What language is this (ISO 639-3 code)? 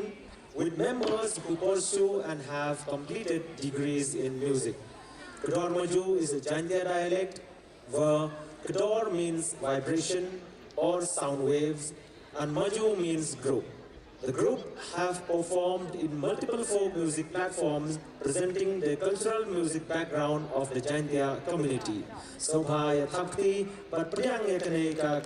kha